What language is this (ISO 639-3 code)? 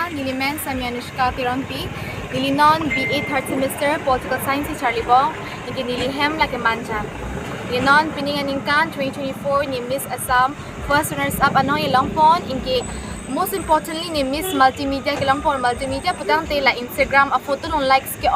mjw